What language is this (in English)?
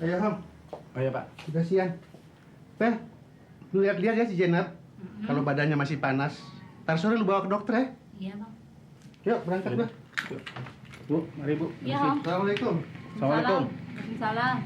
Betawi